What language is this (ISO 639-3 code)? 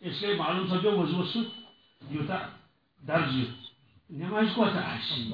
kas